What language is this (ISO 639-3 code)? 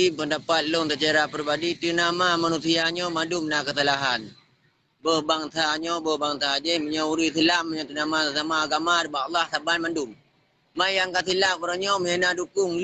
ace